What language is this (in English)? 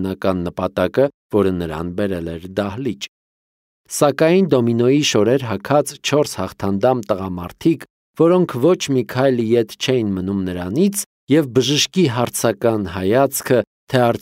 Armenian